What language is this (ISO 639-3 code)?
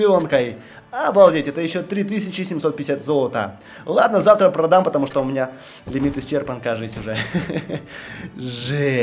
rus